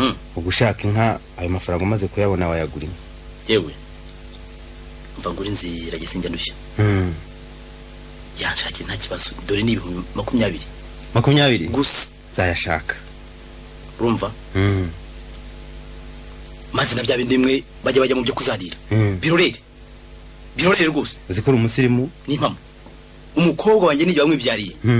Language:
Kinyarwanda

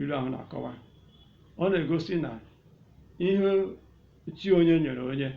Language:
Igbo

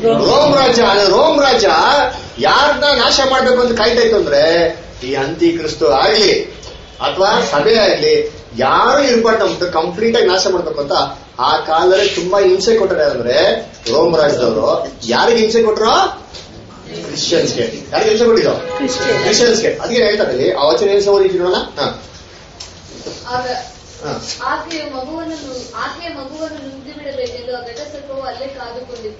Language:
Kannada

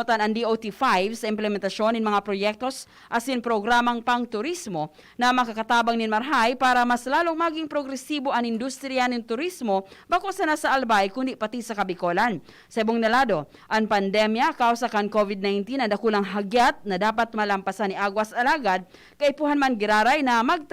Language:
Bikol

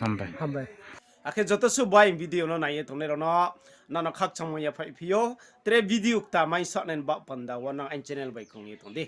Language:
Riang (India)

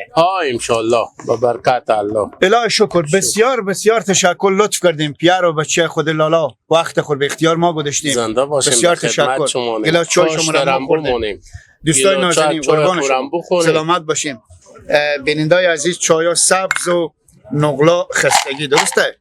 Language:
Persian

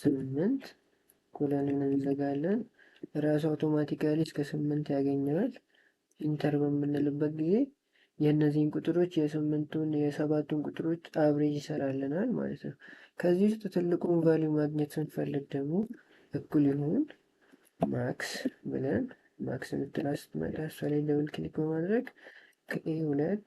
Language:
Amharic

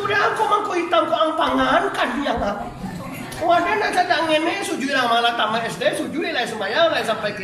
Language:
Minangkabau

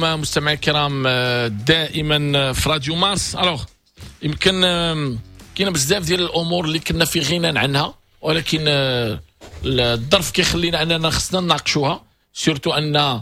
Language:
Moroccan Arabic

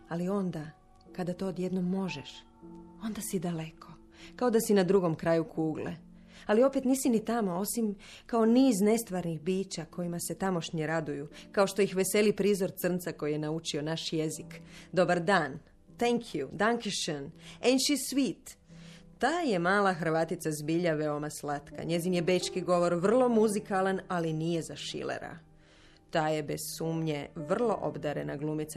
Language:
Croatian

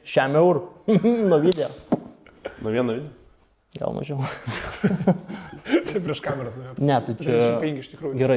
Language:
Lithuanian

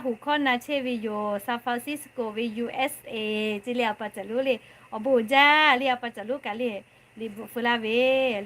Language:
Lahu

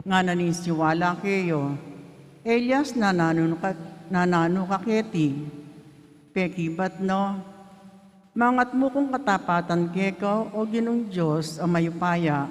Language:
Pampanga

